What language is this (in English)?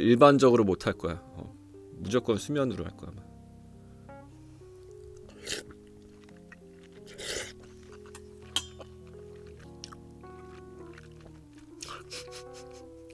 Korean